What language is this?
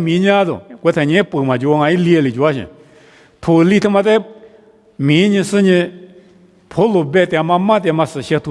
Lisu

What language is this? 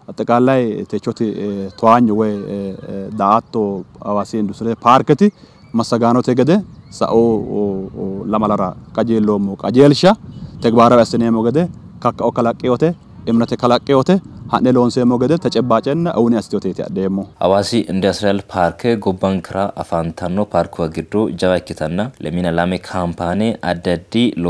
Sidamo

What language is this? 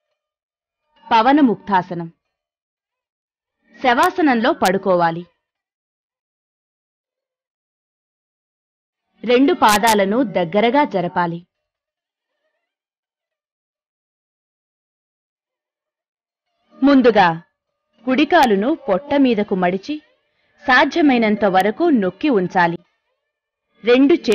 Telugu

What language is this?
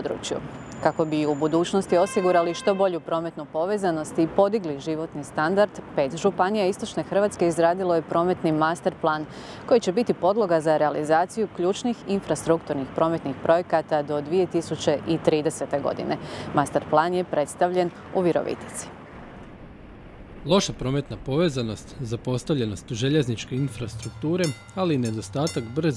Croatian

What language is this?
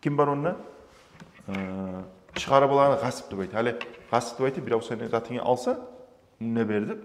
Kumyk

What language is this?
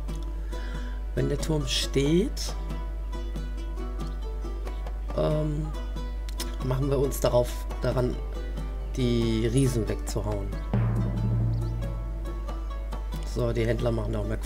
German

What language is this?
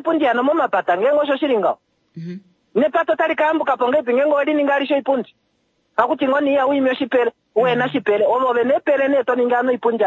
Kuanyama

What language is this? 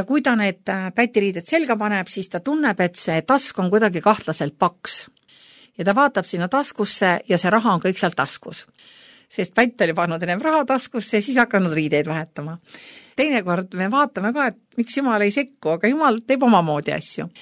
Estonian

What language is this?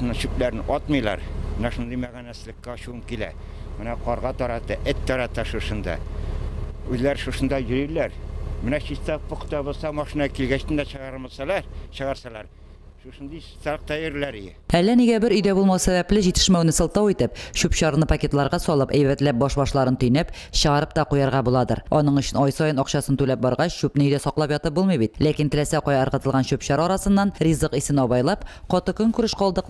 Tatar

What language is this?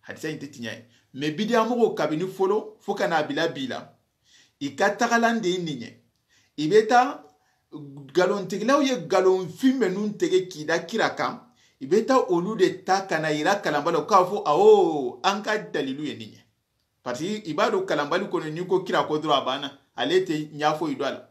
Soninke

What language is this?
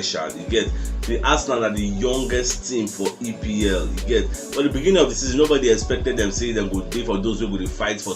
Nigerian Pidgin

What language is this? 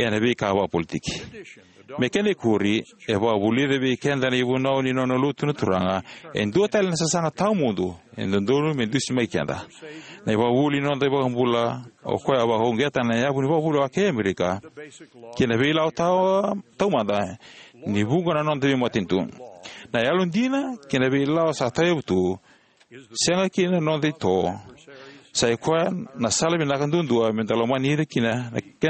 Fijian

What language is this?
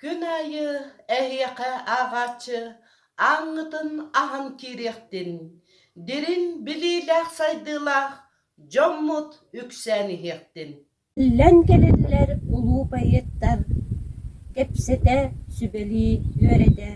Yakut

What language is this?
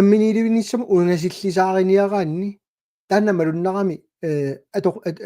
Kalaallisut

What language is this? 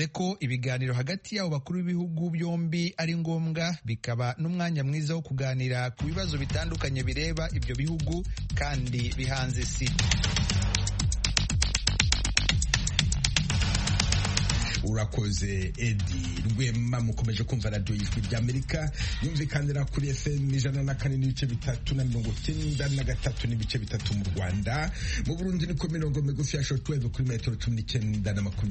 Kinyarwanda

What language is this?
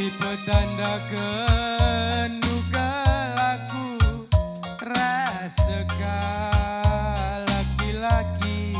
Batak Karo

